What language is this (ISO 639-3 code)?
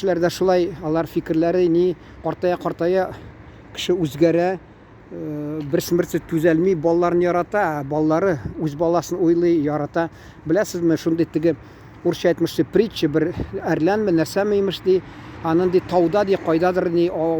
tat